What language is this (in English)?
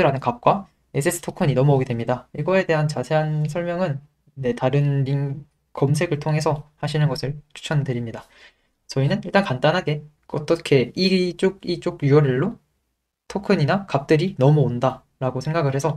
Korean